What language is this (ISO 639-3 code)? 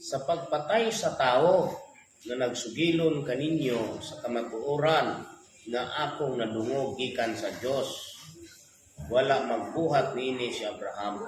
ceb